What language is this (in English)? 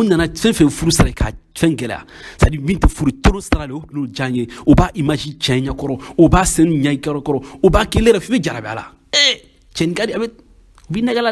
Bambara